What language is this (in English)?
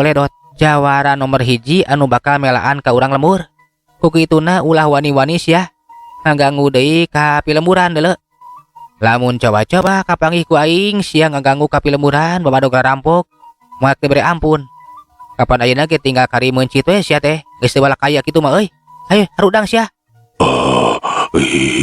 Sundanese